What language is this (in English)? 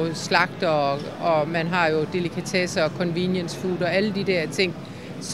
Danish